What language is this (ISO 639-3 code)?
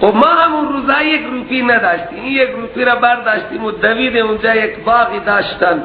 fas